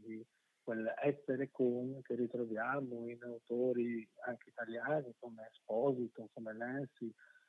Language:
Italian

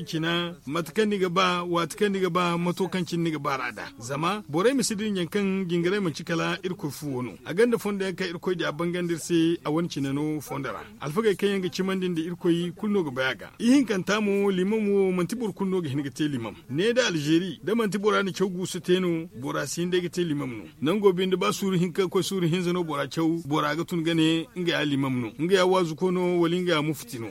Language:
Zarma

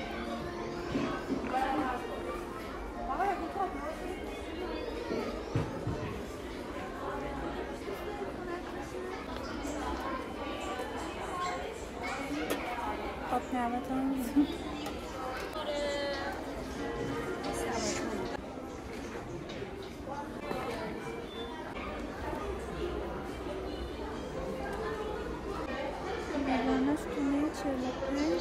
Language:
Persian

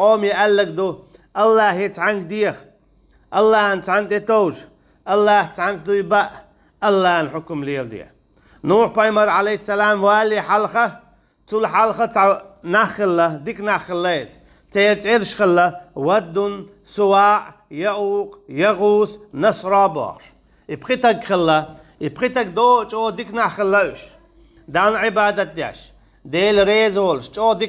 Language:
Chechen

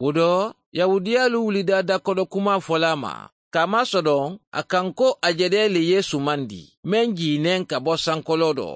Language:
Mandingo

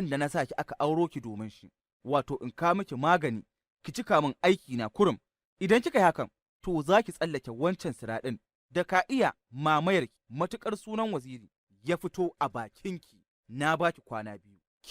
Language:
Hausa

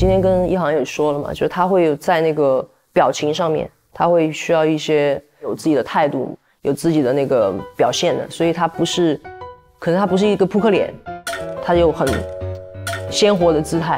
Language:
Chinese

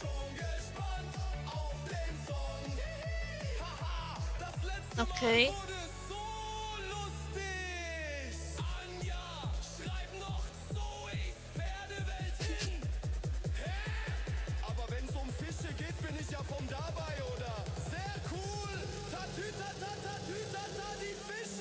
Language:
Swiss German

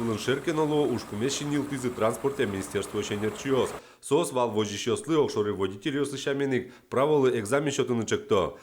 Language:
Udmurt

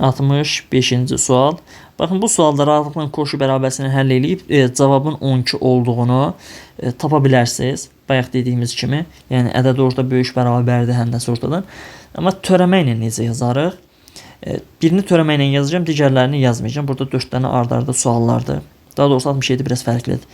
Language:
Azerbaijani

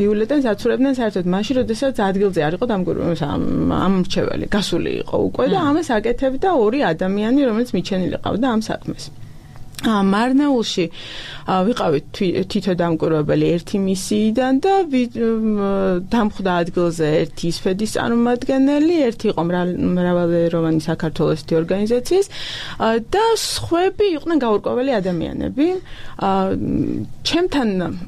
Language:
Georgian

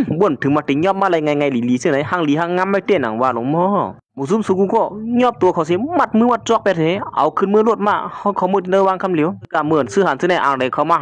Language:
Shan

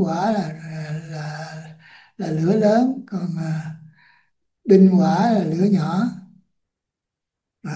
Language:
Vietnamese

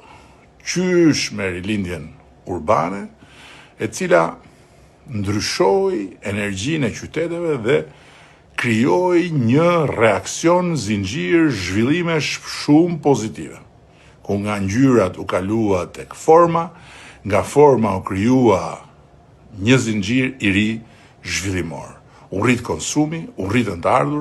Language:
Albanian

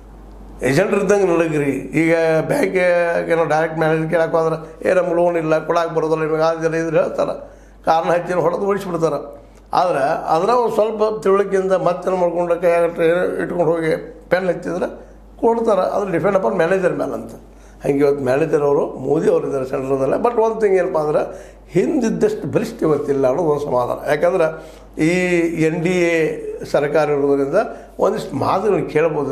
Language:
Kannada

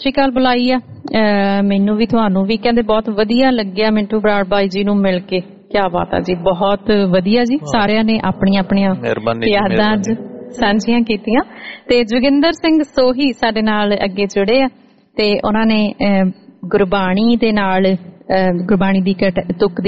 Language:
Punjabi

